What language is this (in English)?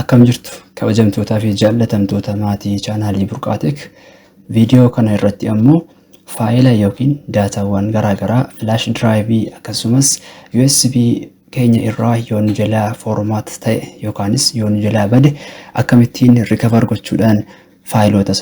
Oromo